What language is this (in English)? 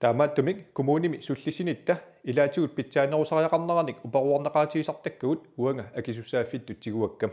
Kalaallisut